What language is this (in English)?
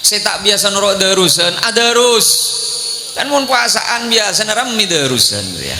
Madurese